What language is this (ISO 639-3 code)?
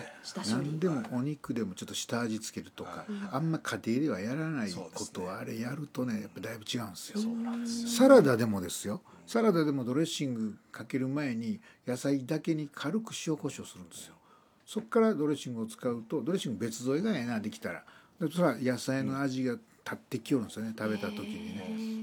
jpn